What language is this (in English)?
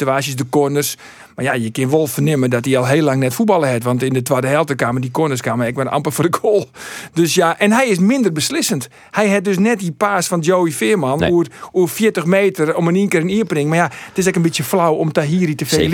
Western Frisian